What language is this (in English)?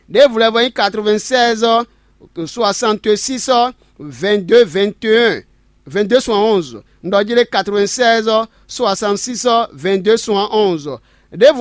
Fon